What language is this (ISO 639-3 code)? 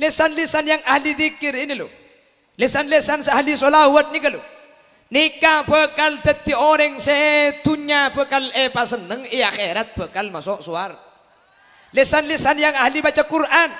mad